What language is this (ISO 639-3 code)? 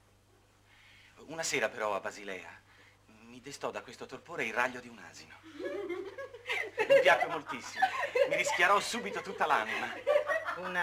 ita